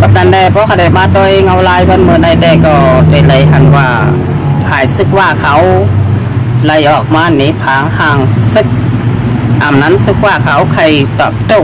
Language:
Shan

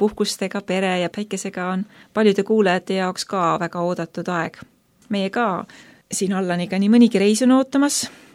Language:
Estonian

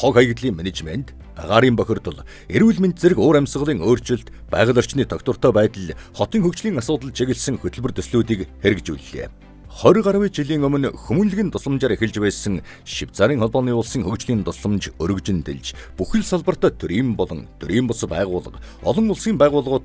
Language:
Mongolian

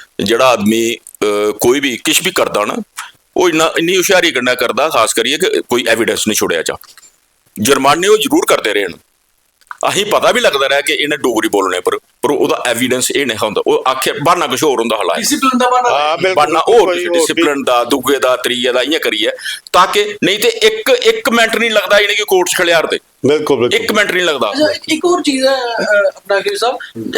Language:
Dogri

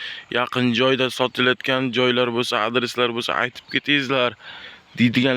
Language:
Uzbek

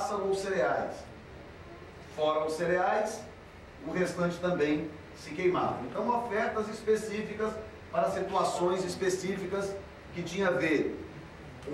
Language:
Portuguese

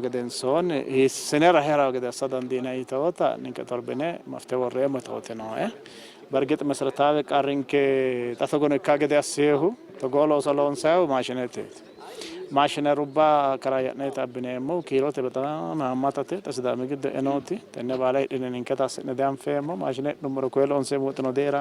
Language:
Sidamo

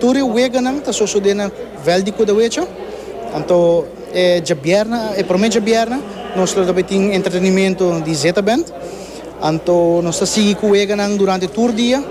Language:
Papiamento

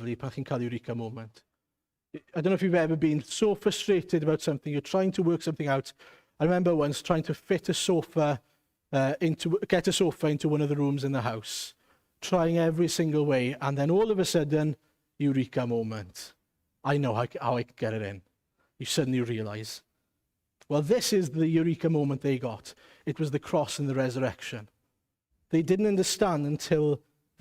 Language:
Welsh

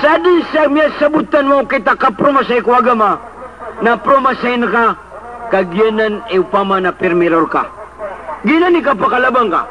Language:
Maranao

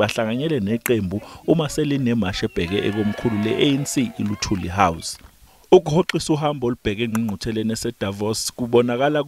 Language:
Zulu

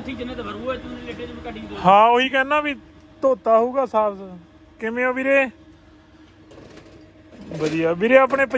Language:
Punjabi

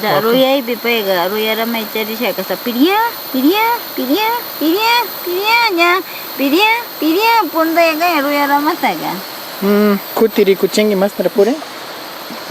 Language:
Tena Lowland Quichua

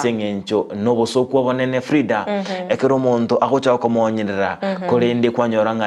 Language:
Gusii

